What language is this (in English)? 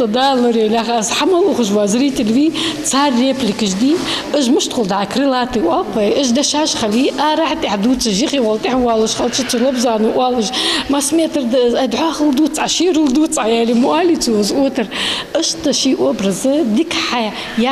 Ingush